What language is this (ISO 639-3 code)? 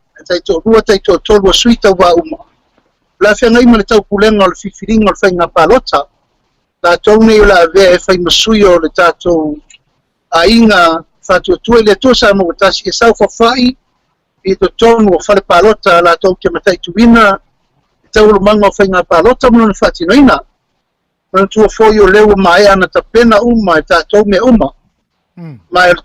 smo